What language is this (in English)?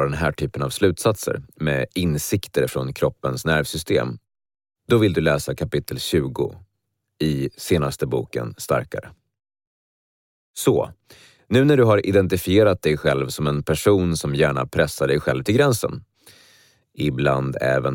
Swedish